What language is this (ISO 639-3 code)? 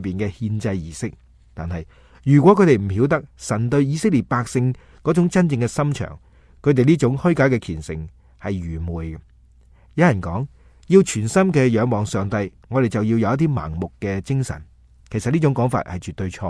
yue